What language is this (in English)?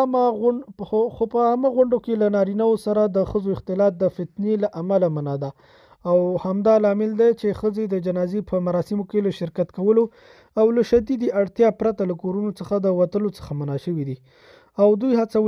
Pashto